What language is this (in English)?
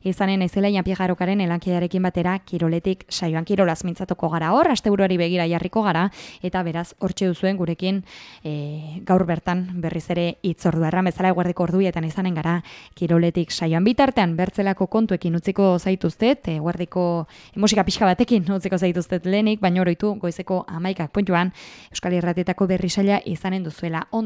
Basque